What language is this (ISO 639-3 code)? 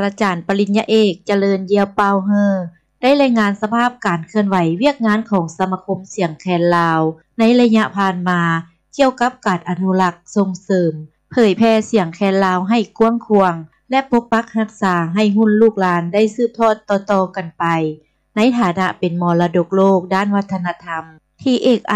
lao